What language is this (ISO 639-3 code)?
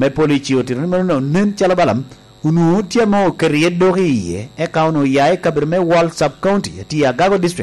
laj